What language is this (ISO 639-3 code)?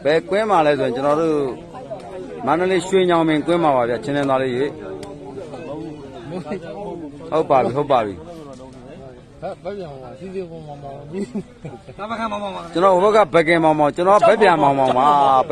mya